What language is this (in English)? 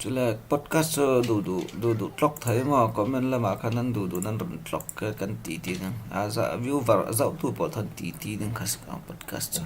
Falam Chin